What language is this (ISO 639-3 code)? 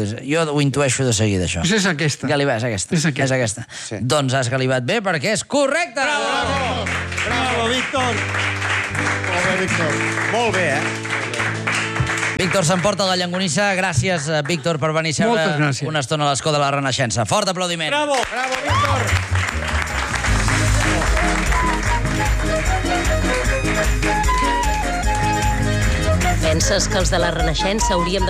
cat